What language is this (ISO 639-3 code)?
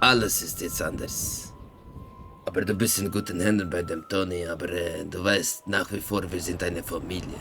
gsw